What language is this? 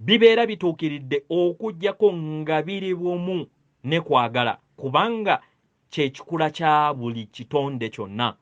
Ganda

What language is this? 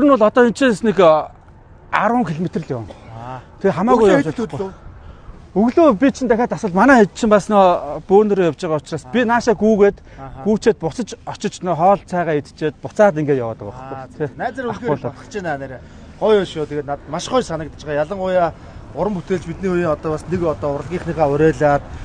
Mongolian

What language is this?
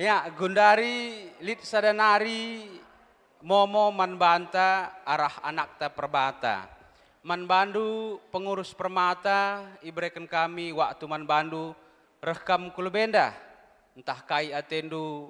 Batak Karo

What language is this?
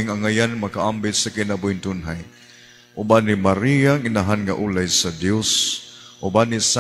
Cebuano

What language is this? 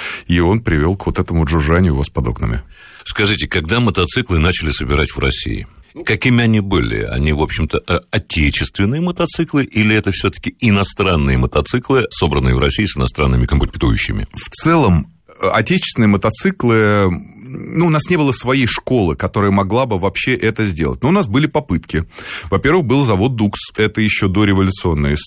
Russian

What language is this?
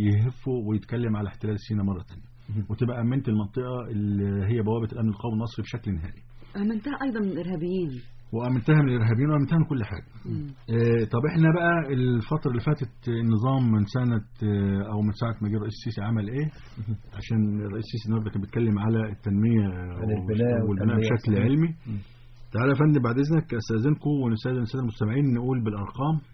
Egyptian Arabic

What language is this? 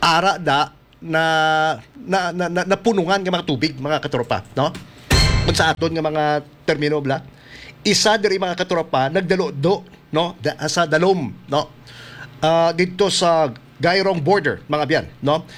Hiligaynon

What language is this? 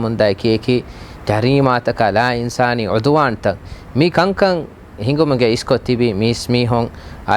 Divehi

